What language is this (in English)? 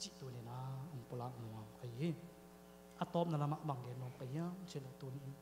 Tedim Chin